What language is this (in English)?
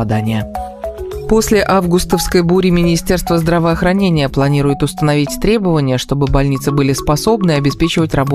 Russian